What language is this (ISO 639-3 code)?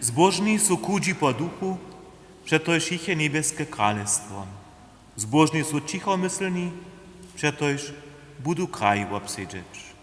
hsb